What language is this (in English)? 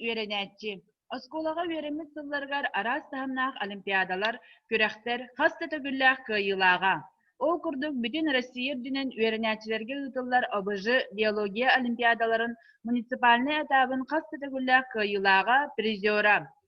Yakut